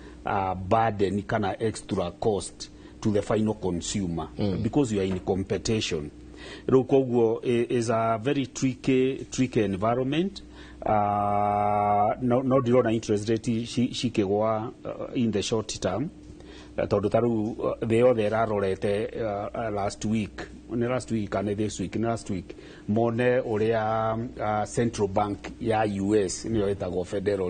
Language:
Kikuyu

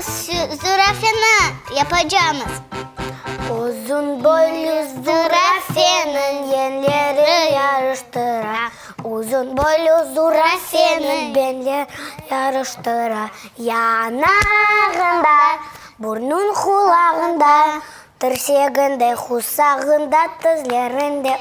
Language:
Crimean Tatar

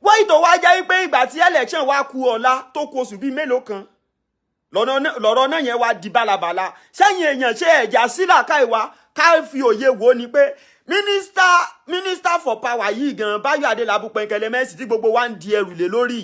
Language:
Yoruba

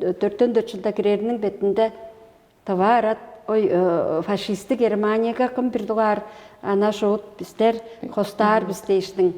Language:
Tuvinian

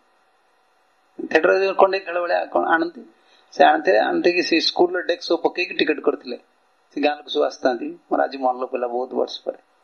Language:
Odia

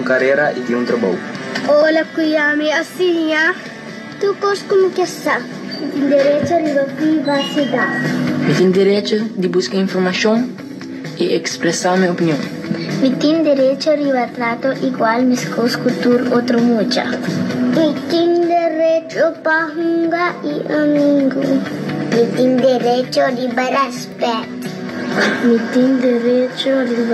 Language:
Papiamento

